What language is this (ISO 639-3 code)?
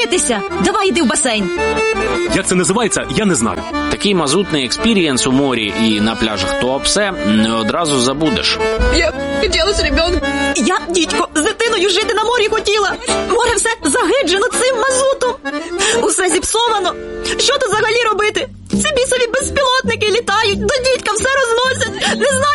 ukr